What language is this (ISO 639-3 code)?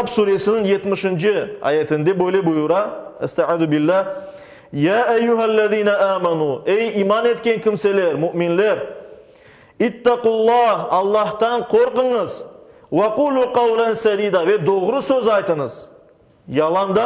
crh